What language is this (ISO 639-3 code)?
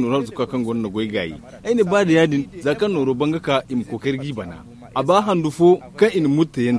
dje